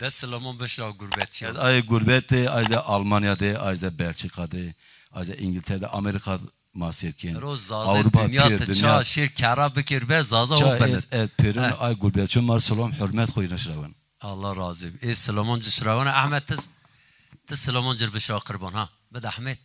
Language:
Zaza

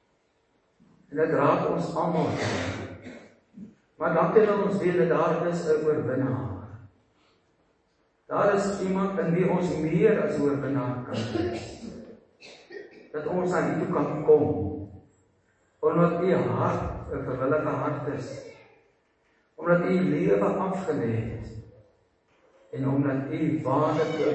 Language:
Afrikaans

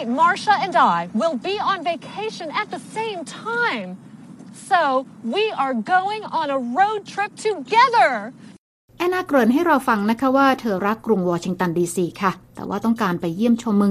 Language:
Thai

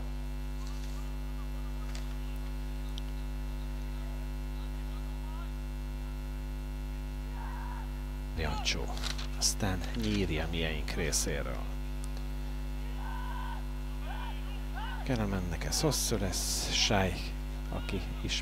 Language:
Hungarian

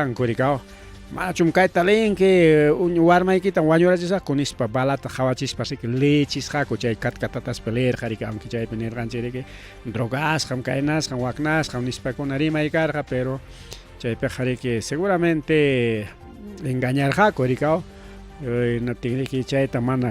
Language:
Ayacucho Quechua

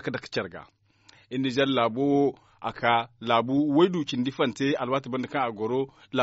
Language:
Zarma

